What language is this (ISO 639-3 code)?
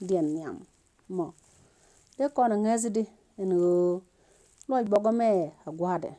nus